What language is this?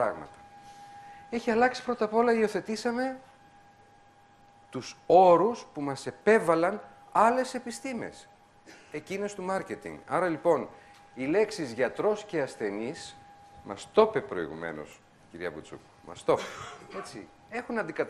Greek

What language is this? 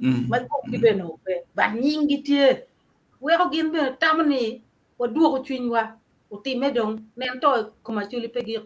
Acoli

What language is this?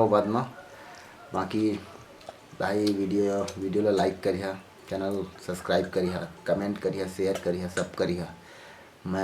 Chhattisgarhi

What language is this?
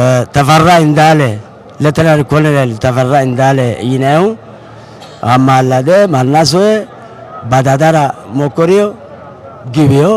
Sidamo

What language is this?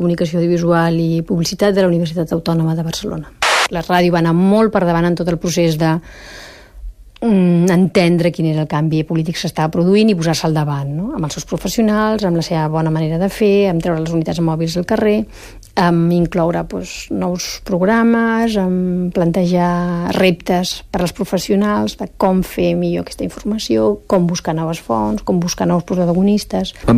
Catalan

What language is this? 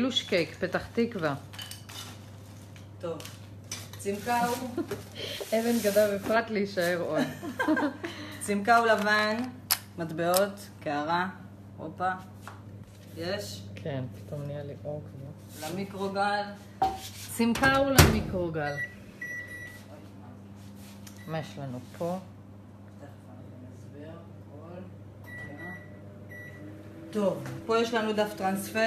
Hebrew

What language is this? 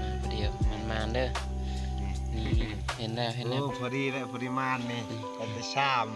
Lao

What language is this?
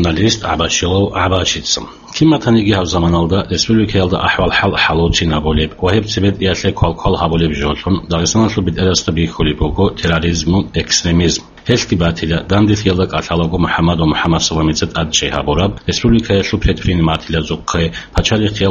Avaric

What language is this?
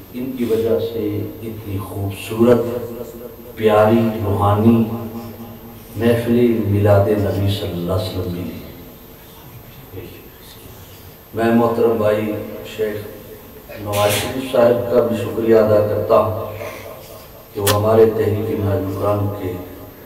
Urdu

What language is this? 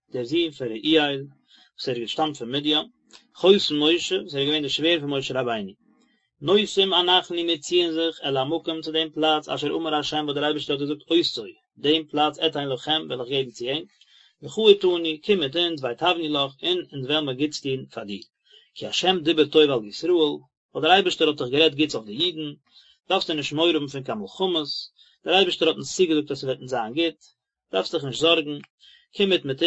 Yiddish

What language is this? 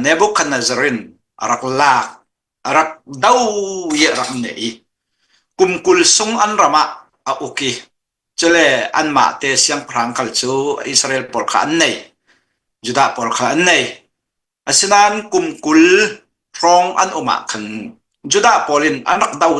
Falam Chin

